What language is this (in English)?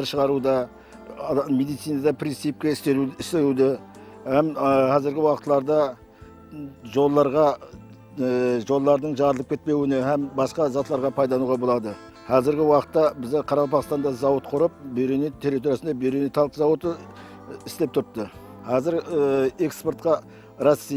Kara-Kalpak